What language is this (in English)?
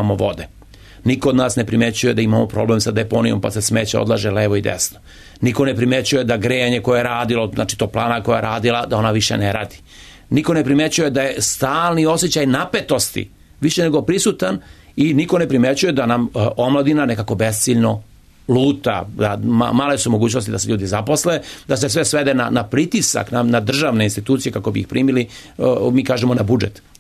Serbian